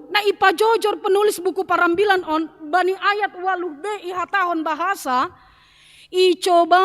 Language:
Batak Simalungun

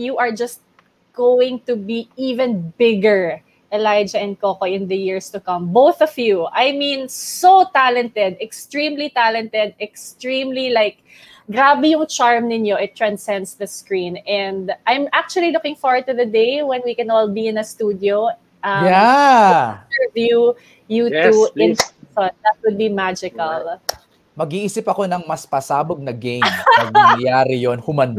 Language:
Filipino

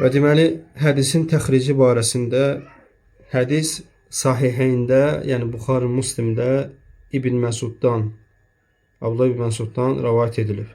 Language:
Azerbaijani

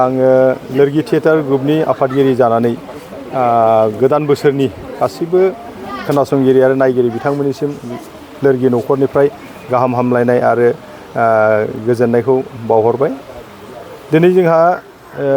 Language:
Bodo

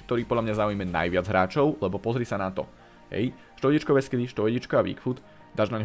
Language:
Slovak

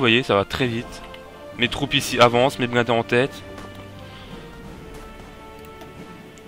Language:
French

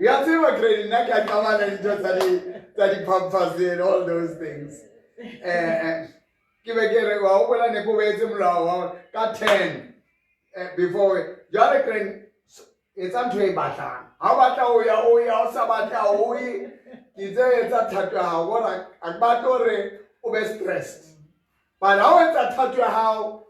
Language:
Southern Sotho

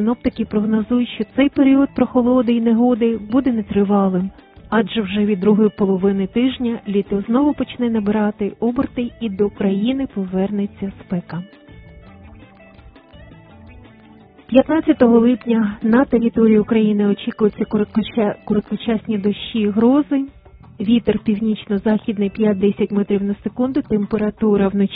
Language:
Ukrainian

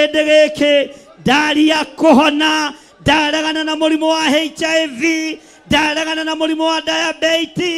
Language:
Kikuyu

